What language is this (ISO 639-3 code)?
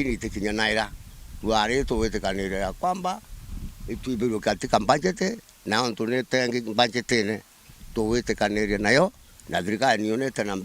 mer